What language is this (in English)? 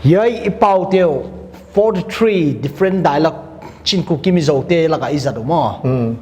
Paite Chin